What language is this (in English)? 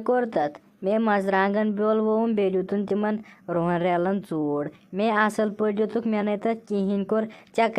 Kashmiri